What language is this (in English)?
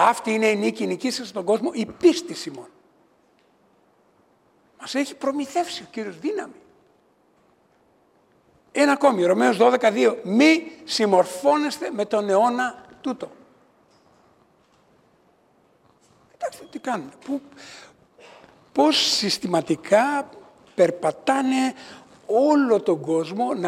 Greek